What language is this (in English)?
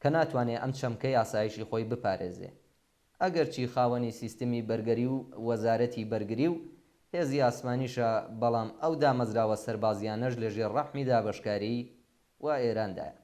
Central Kurdish